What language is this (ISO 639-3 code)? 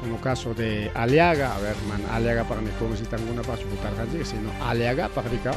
quy